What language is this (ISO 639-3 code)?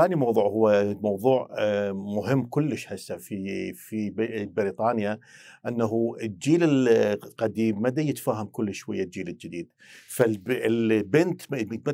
acm